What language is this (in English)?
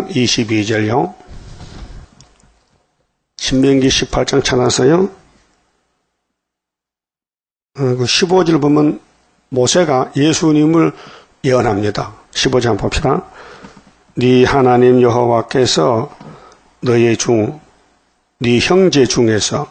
Korean